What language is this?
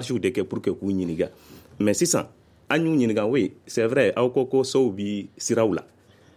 Bambara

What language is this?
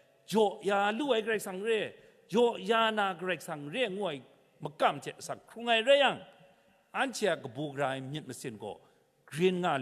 Kachin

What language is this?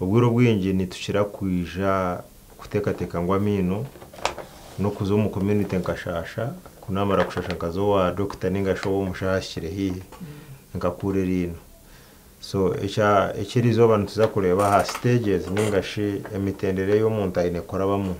Nyankole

